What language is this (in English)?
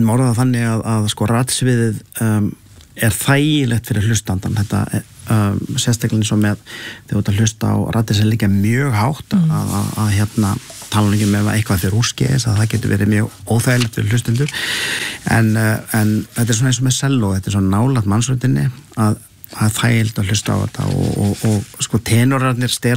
Icelandic